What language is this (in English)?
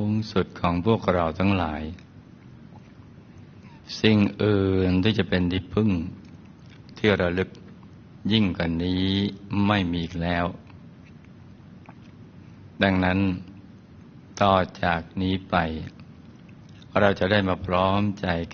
Thai